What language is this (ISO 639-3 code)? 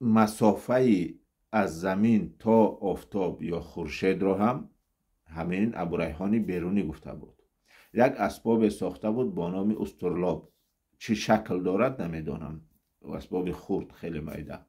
tgk